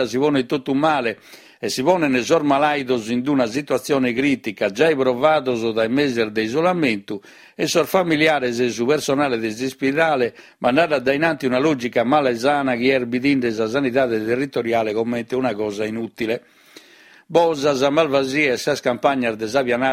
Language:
Sardinian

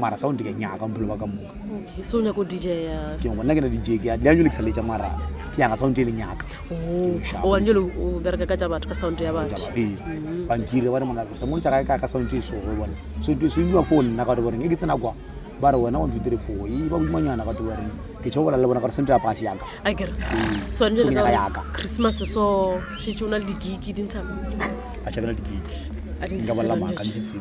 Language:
Northern Sotho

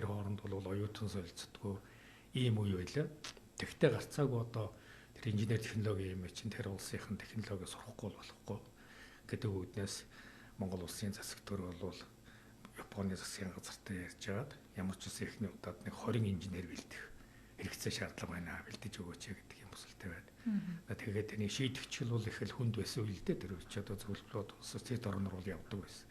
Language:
Mongolian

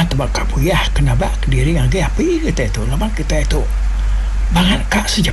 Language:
Iban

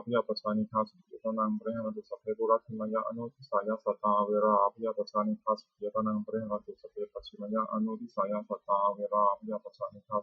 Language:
Pali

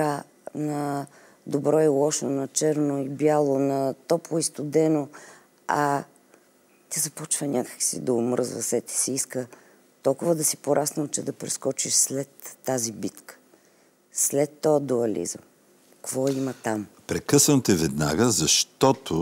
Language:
Bulgarian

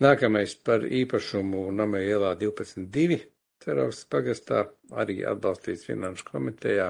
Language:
Latvian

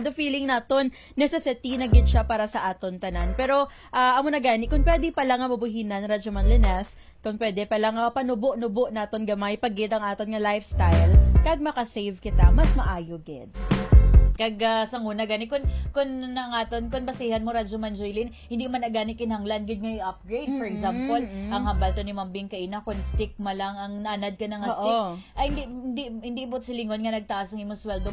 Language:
Hiligaynon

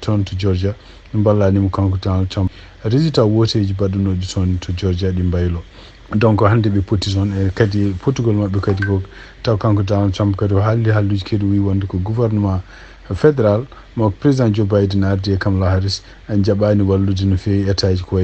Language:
Fula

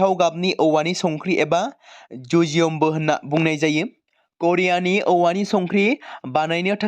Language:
Bodo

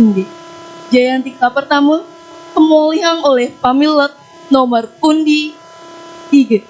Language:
Balinese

